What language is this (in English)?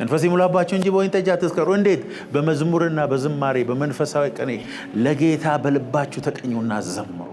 Amharic